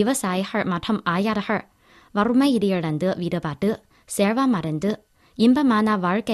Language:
Tamil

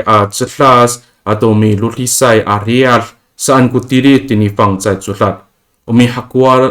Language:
Amis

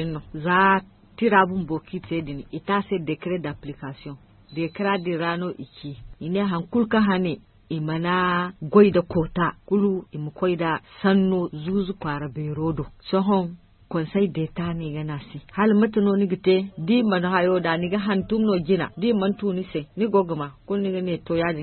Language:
Zarma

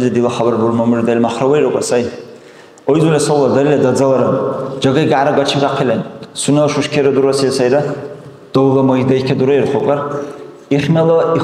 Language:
Dargwa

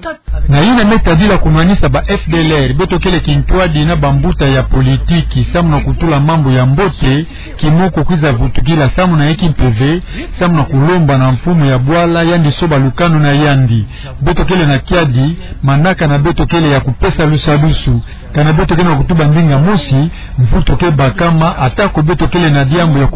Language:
Kituba (Democratic Republic of Congo)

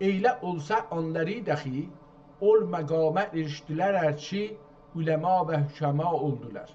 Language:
South Azerbaijani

